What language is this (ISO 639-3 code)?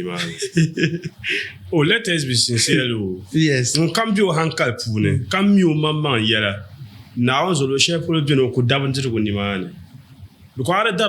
dag